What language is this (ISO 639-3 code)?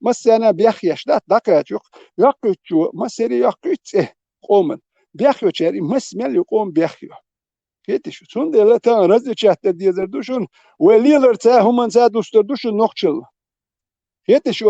che